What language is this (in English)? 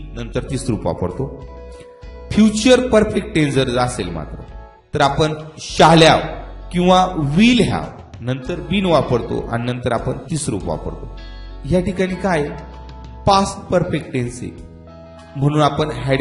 Marathi